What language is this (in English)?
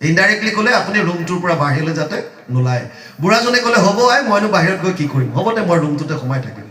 Assamese